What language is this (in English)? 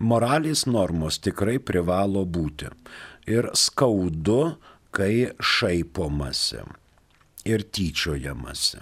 Lithuanian